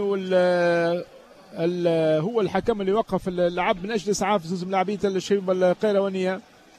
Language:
Tunisian Arabic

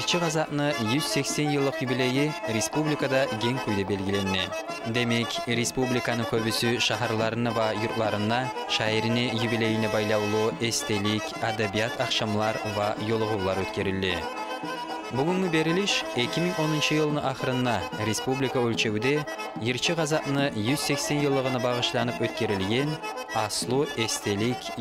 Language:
Kumyk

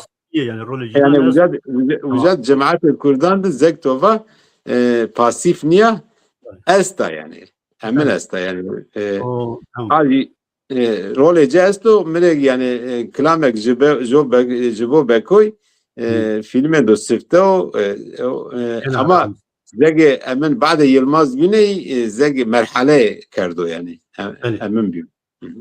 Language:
Zaza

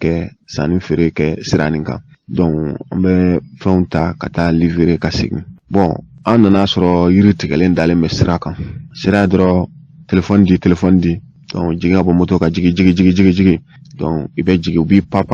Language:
Bambara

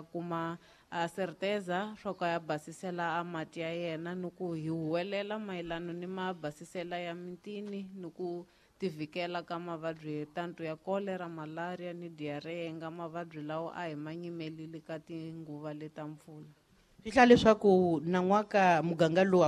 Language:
Tsonga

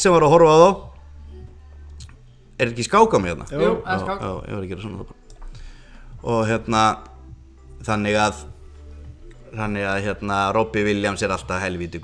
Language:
Icelandic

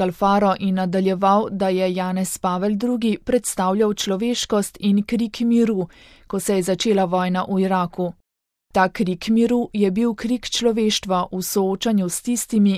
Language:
Slovenian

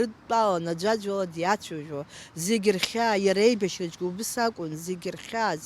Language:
Abkhazian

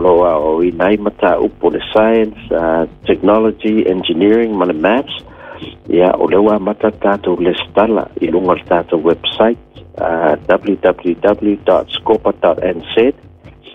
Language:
Samoan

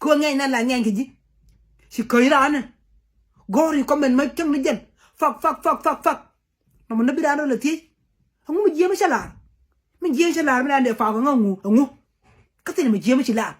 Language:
Nuer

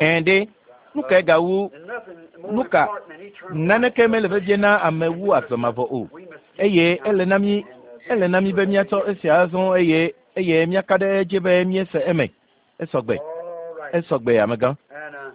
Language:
Ewe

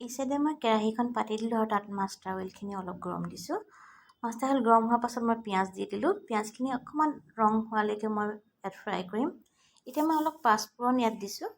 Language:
Assamese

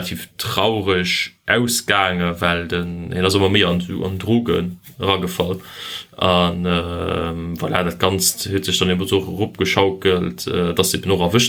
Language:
Luxembourgish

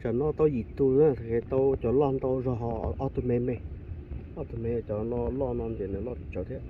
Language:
Hmong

